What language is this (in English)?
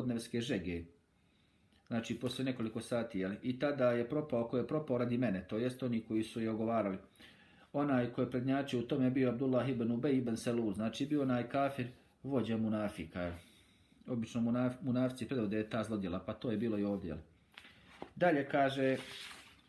Bosnian